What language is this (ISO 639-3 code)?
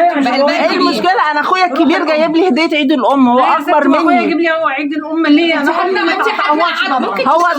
arz